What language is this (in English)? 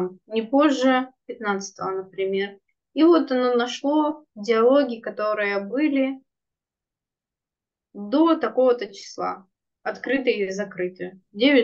Russian